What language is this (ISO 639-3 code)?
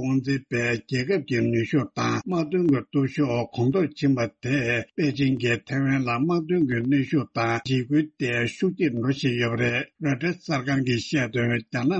bod